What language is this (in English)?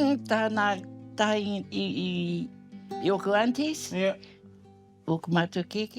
Māori